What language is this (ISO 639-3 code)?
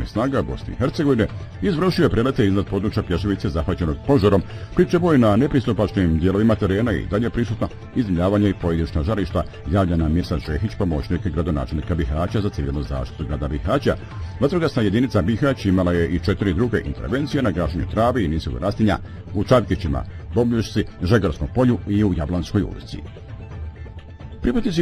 bos